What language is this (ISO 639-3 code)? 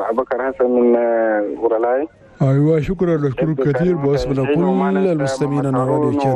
shu